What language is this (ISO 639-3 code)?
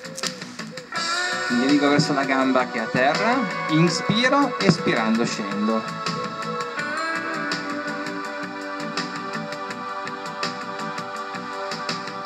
ita